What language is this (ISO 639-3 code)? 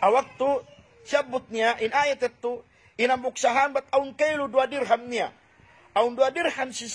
tsg